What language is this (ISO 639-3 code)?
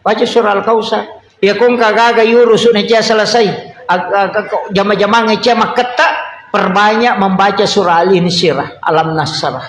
bug